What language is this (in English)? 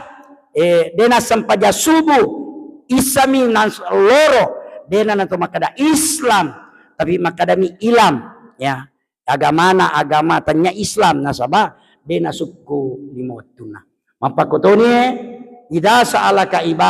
Buginese